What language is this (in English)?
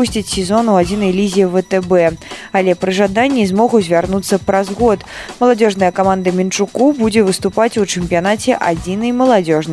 Belarusian